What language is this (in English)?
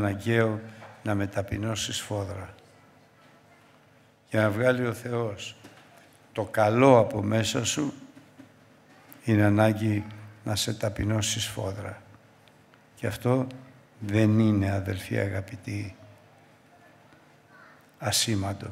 Greek